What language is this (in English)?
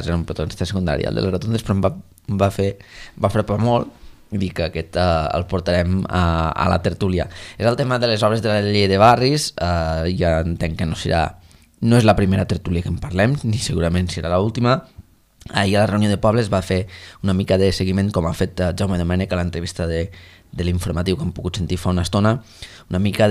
Catalan